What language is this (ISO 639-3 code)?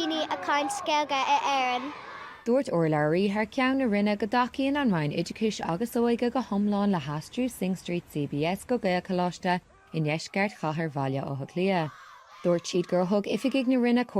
gle